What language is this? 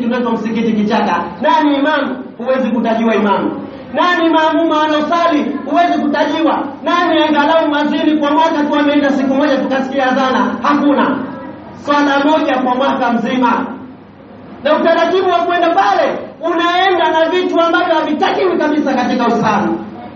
Swahili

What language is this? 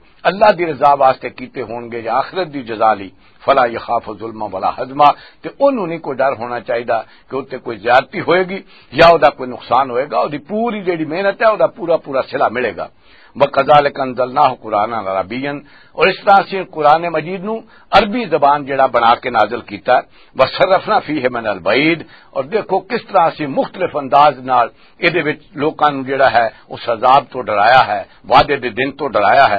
Western Panjabi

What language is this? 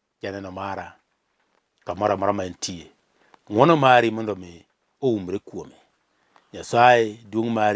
Luo (Kenya and Tanzania)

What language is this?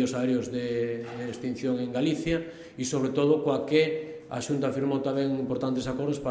Galician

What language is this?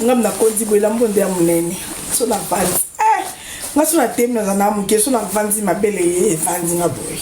Lingala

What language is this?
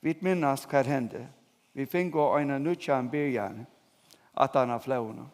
Faroese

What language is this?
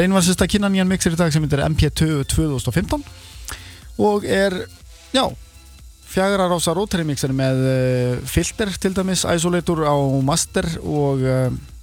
Icelandic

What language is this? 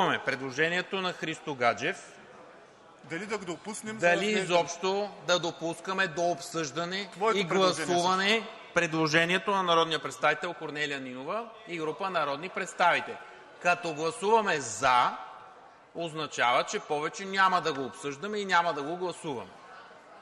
Bulgarian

